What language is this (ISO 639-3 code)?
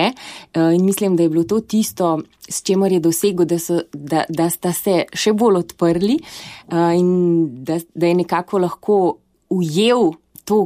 slv